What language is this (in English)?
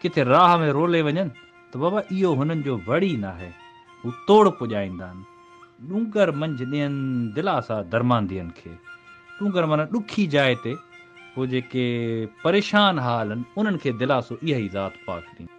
Sindhi